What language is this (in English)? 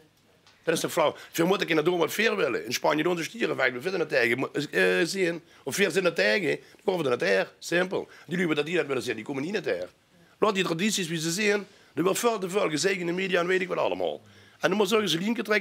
Limburgish